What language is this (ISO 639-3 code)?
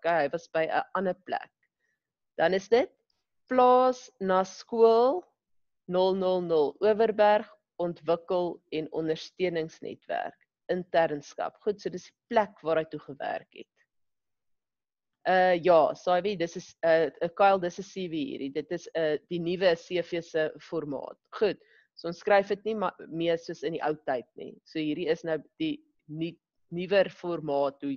afr